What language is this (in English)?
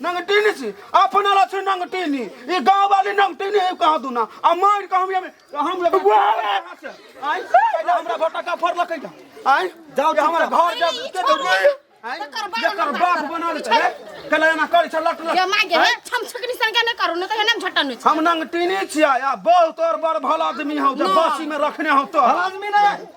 Maithili